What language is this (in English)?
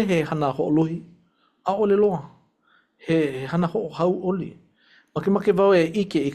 Hawaiian